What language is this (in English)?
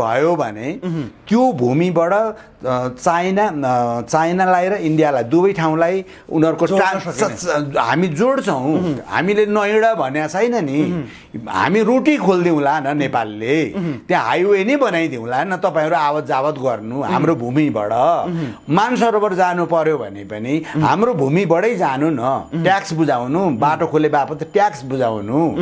Nepali